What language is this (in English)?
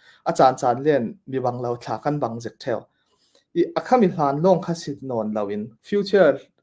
Falam Chin